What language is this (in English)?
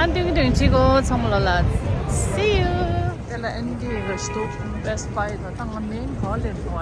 Tibetan